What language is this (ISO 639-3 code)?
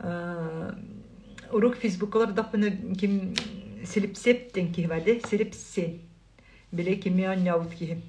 sah